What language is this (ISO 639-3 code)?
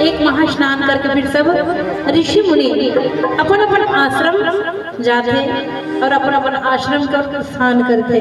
hne